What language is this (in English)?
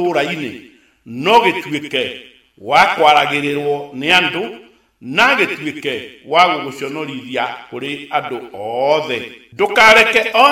Kikuyu